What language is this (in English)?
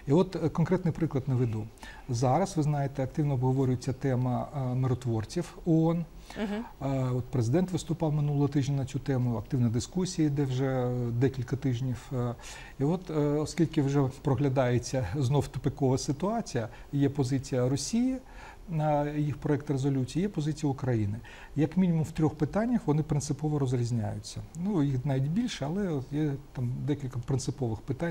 Ukrainian